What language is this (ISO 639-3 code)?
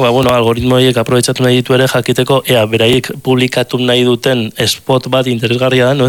eus